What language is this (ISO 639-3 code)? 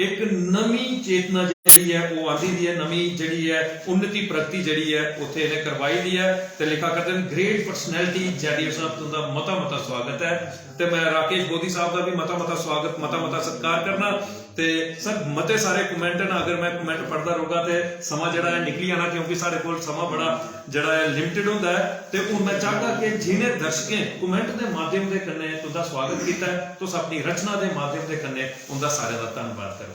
doi